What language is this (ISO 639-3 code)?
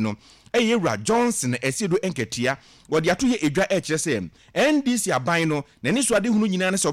aka